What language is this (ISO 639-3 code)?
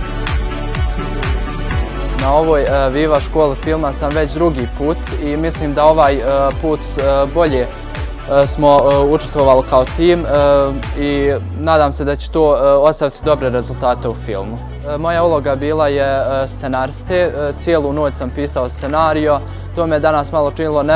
hrv